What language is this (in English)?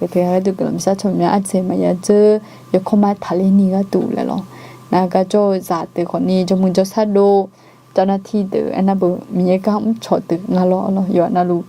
Akha